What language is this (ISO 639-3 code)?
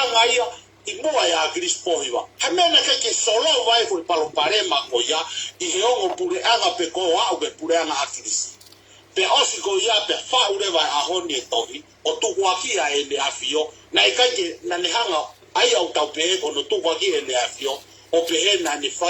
ton